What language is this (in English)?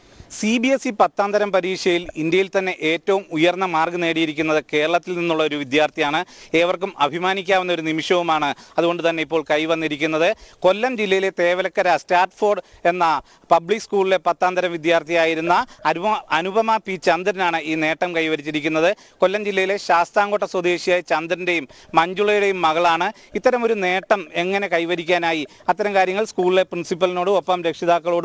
Malayalam